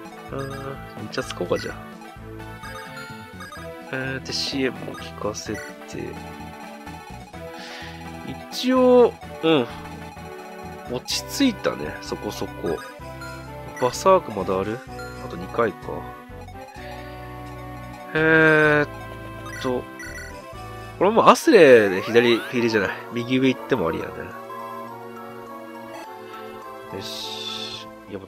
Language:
Japanese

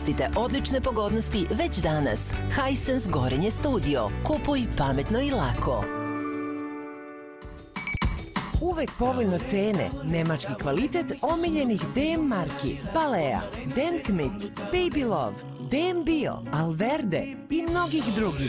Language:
Serbian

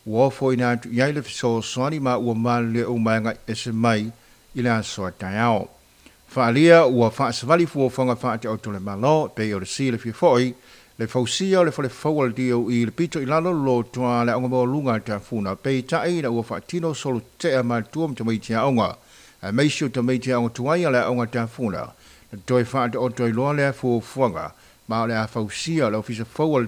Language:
Samoan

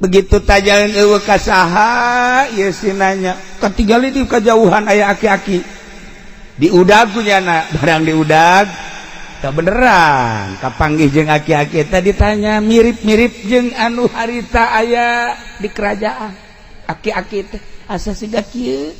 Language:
Sundanese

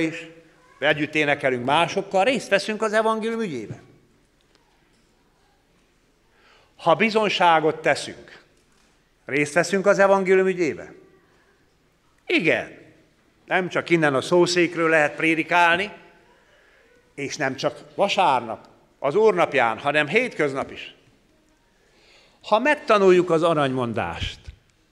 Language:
Hungarian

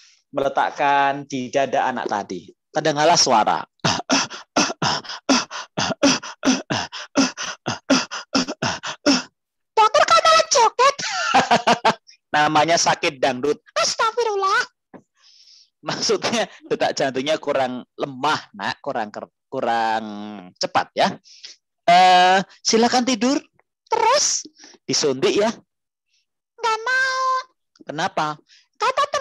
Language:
Indonesian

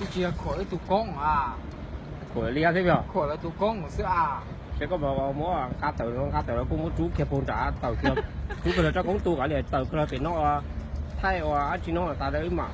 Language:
Hmong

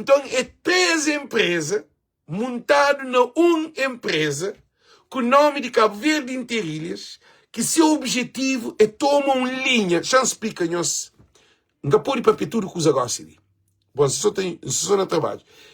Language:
Kabuverdianu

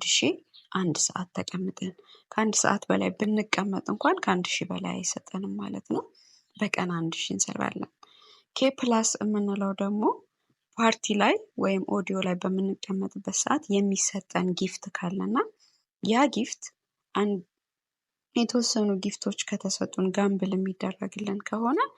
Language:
Amharic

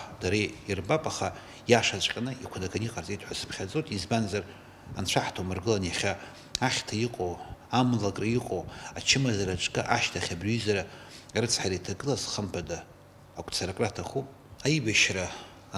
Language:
Abkhazian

